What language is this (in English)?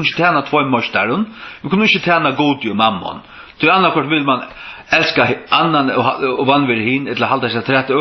Faroese